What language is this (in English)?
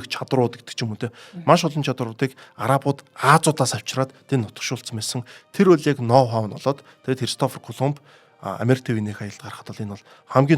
Mongolian